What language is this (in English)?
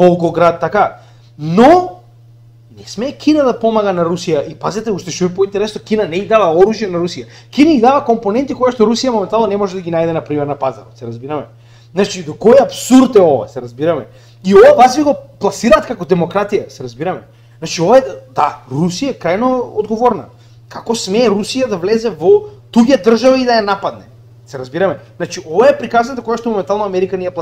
Macedonian